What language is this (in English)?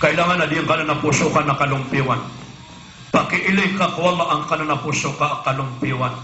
Maranao